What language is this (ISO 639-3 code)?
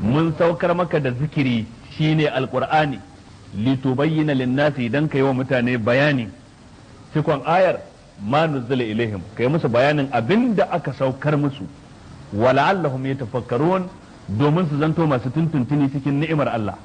hau